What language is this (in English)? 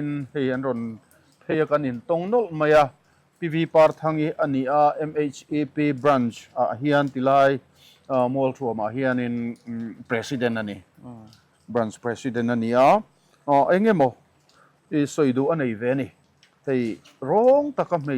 Mizo